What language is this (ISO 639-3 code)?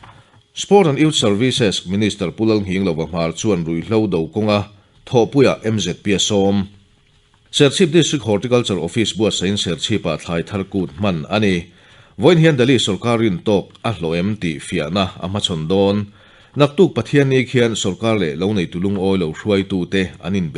lus